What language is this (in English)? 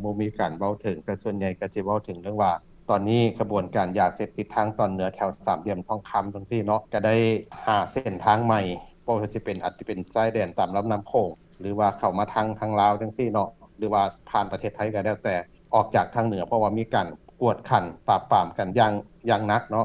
Lao